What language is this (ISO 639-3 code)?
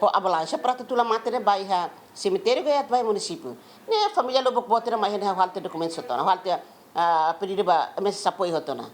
tet